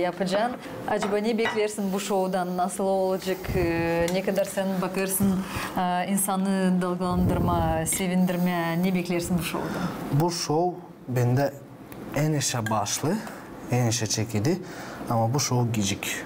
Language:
Gagauz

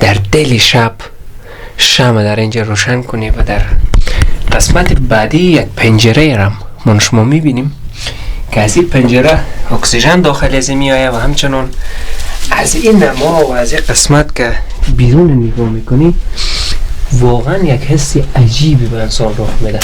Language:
Persian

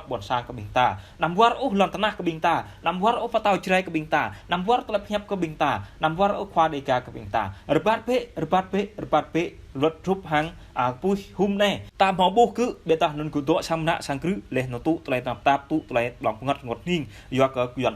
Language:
Jarai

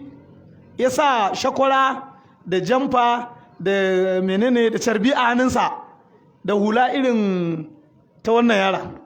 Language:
Hausa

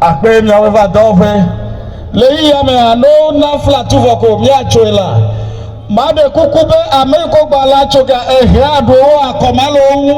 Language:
Ewe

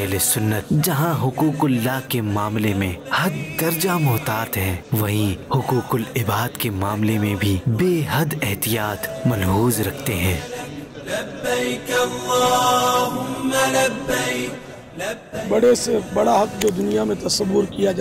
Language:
Urdu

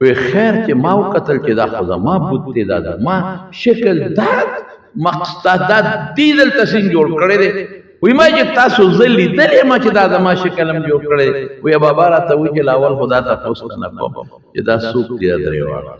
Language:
Pashto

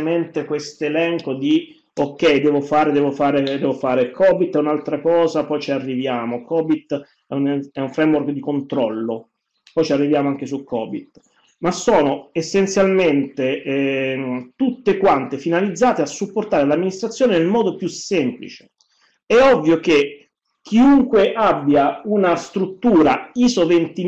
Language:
Italian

